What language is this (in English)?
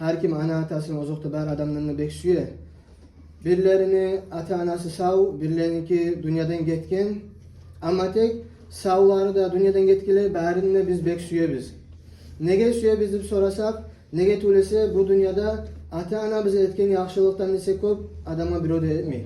Kumyk